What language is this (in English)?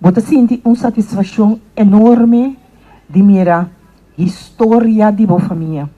Papiamento